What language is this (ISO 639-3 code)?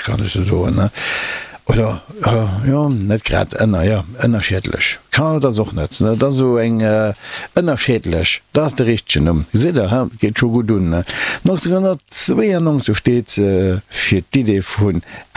ltz